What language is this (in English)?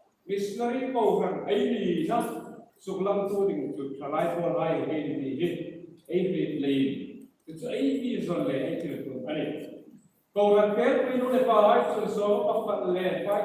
Hmar